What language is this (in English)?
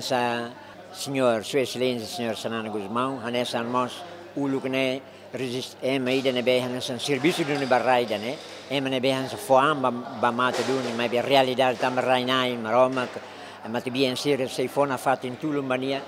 Tetum